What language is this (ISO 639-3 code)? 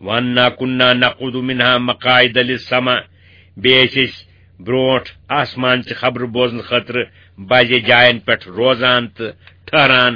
kas